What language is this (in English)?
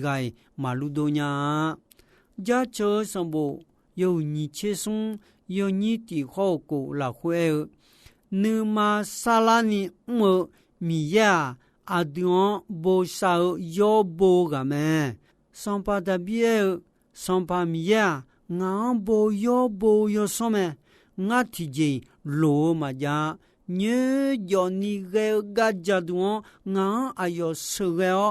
Akha